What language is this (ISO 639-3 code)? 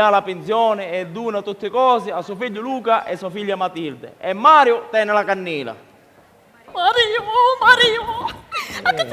scn